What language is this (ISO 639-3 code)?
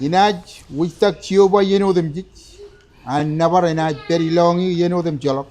mah